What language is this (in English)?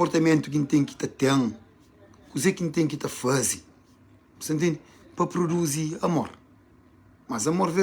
Kabuverdianu